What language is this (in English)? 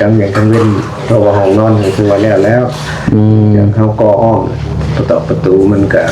Northeastern Thai